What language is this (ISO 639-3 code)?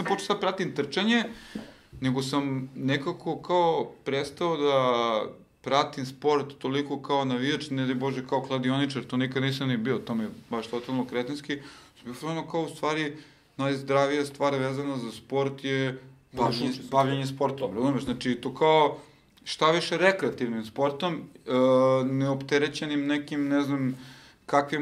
srp